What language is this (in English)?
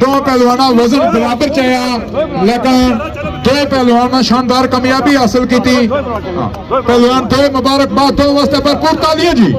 Pahari-Potwari